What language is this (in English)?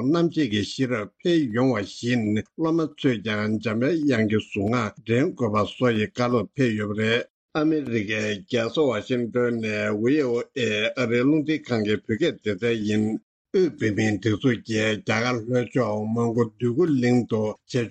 Tibetan